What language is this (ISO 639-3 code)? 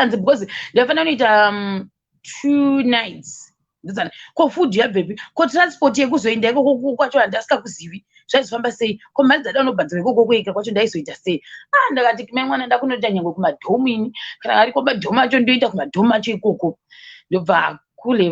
sna